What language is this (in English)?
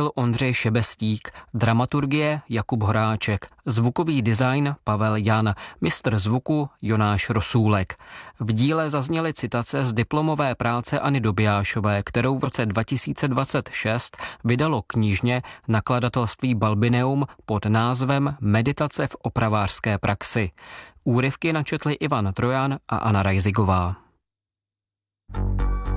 Czech